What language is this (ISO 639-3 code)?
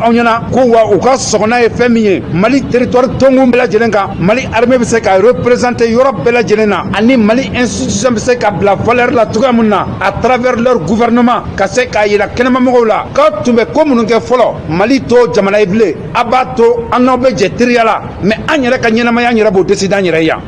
bam